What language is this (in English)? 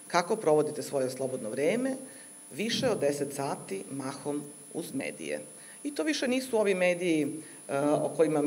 Serbian